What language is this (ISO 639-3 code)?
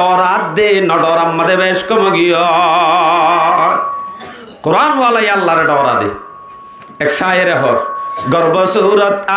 rhg